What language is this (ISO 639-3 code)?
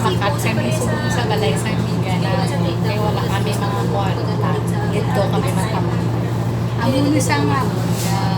hil